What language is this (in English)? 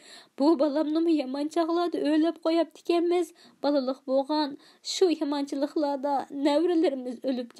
Uyghur